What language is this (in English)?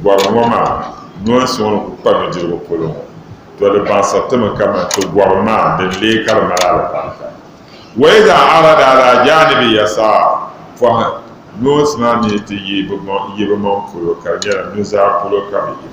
Dagbani